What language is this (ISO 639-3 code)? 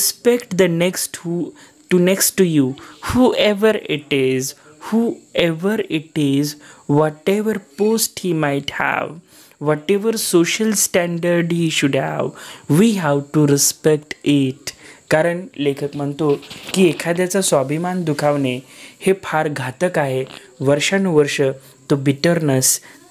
mar